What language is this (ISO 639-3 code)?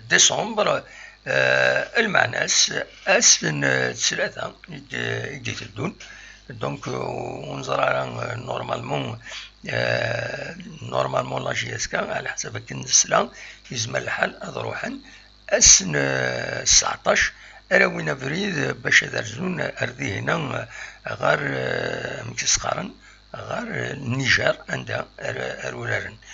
kab